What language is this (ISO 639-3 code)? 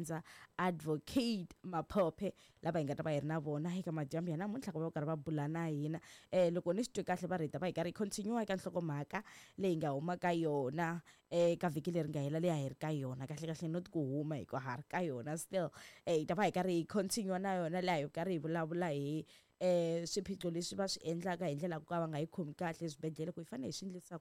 tso